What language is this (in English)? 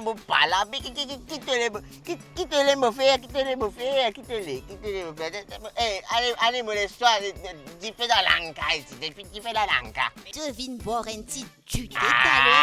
Morisyen